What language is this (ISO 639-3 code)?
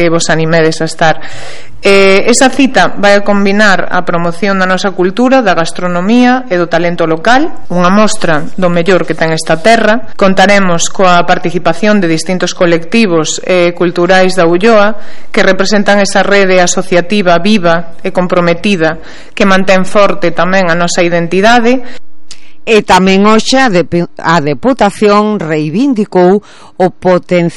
glg